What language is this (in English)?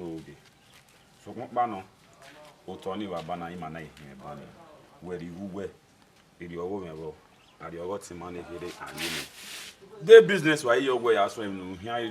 Bini